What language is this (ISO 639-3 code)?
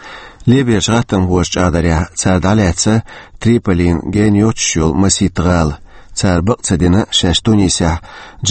che